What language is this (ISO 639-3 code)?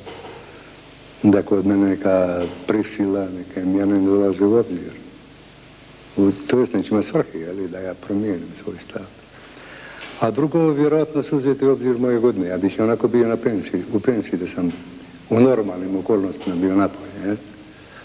hrv